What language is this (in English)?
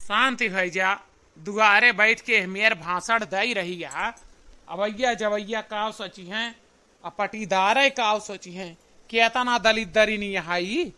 Awadhi